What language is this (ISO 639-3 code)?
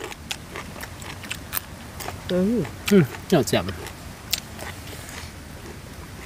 tha